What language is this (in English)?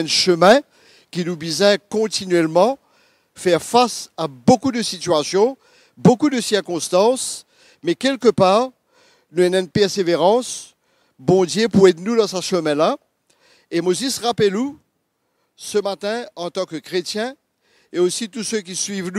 Morisyen